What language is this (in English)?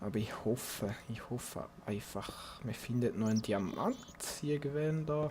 Swiss German